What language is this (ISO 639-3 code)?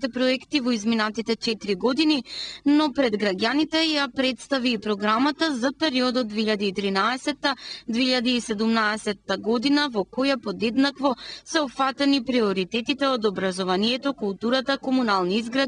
mkd